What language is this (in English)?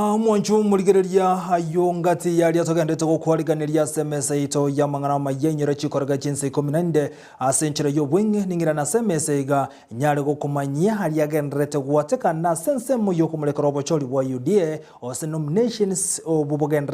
Gusii